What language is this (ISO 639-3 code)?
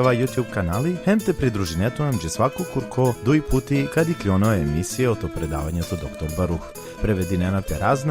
rmn